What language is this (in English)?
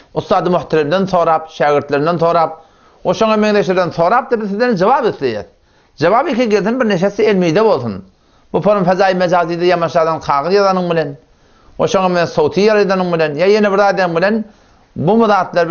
Turkmen